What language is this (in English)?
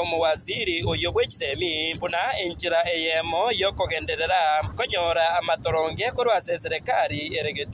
Gusii